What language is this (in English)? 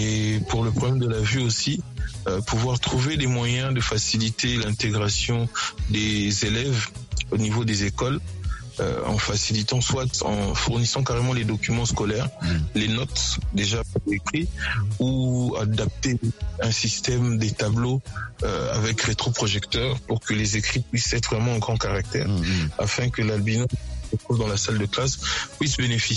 French